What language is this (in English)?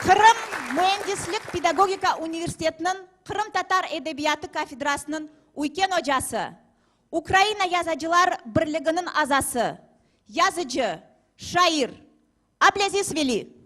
Crimean Tatar